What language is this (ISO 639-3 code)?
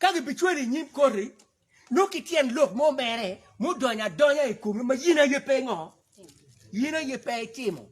ach